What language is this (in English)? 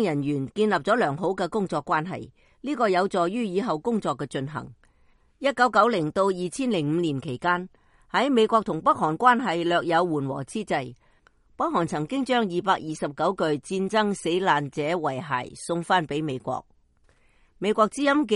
Cantonese